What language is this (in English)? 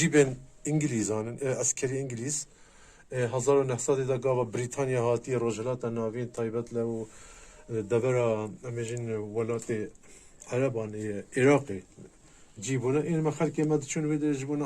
Kurdish